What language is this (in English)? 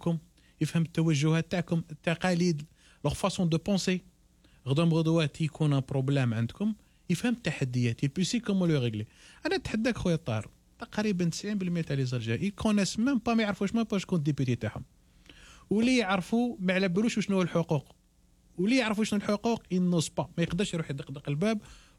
Algerian Arabic